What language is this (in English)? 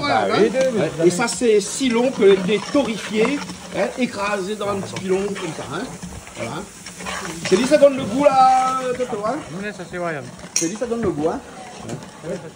Réunion Creole French